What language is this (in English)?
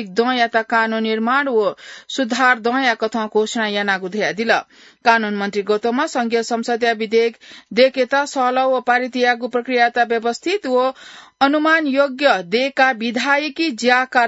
Newari